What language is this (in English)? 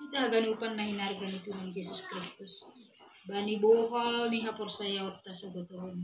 Batak Simalungun